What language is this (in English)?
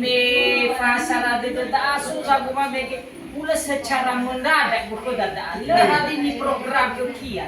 Nias